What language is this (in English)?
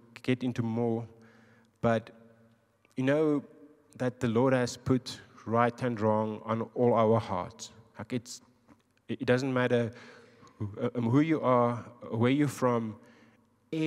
English